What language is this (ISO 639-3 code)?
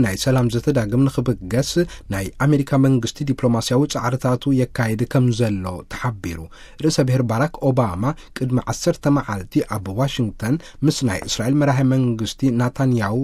tir